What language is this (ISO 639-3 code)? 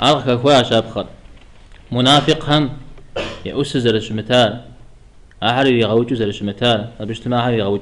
kbd